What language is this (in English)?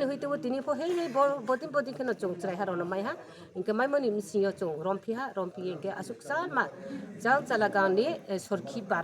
Riang (India)